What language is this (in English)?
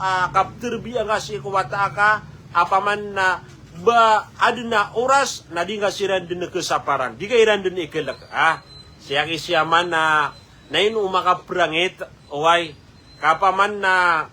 Maranao